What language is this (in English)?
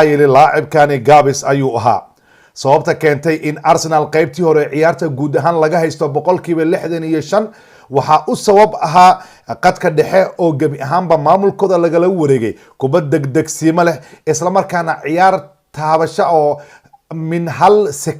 Somali